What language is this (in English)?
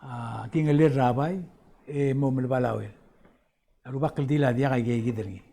Palauan